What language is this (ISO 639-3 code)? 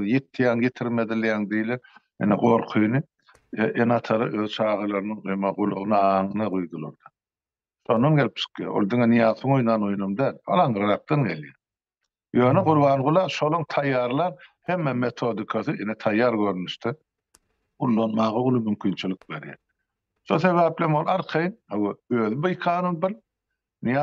tuk